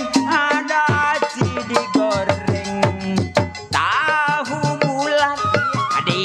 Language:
Betawi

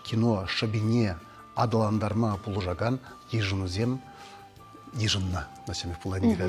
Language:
Chuvash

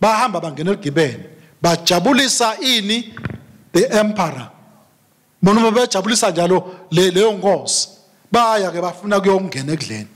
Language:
Swati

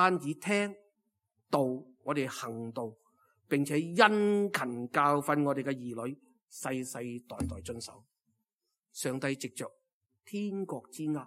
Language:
Cantonese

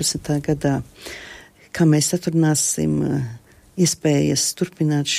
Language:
Latvian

